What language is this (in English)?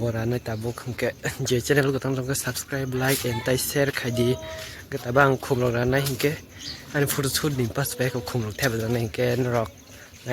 Kok Borok